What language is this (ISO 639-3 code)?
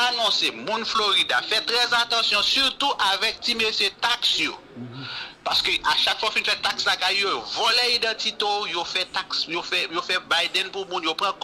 hat